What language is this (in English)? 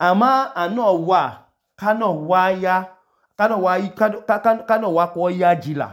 Idoma